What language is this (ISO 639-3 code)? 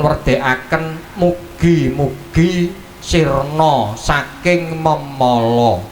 jav